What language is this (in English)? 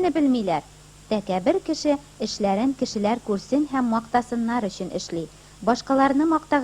Tatar